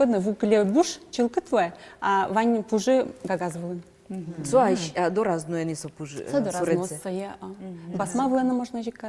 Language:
Udmurt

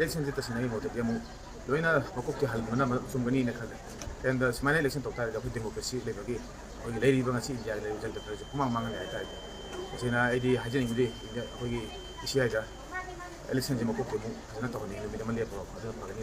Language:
Manipuri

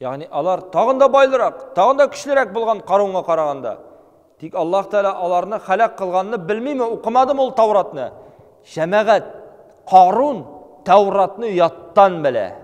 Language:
Tatar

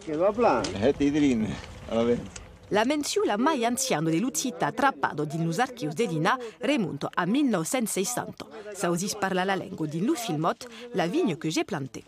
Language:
Occitan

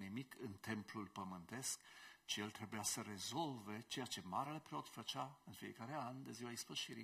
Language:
Romanian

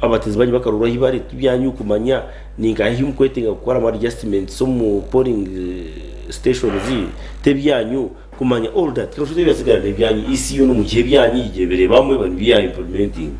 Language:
Nyankole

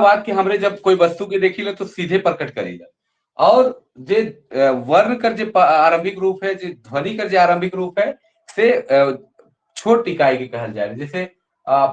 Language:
Sadri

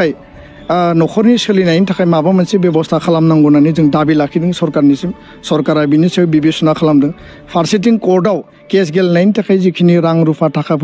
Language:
Bodo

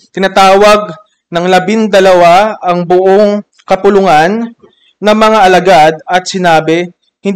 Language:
Filipino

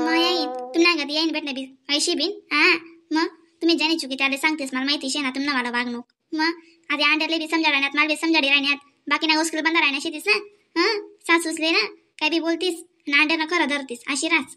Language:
Khandesi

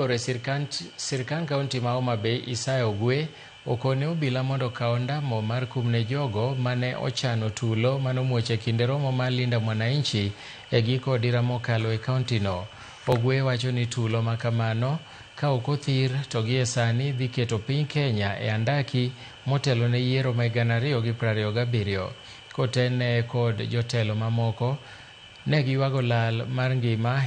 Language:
Luo (Kenya and Tanzania)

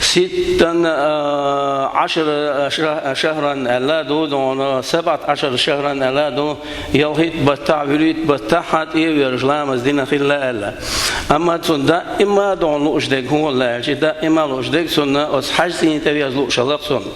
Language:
Chechen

